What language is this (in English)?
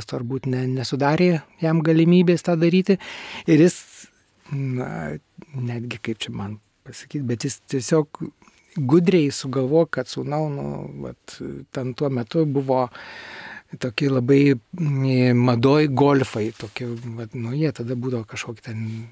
Lithuanian